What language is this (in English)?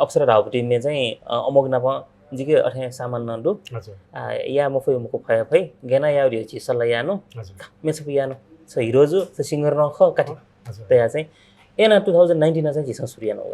Newari